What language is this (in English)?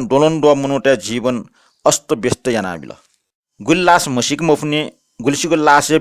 Newari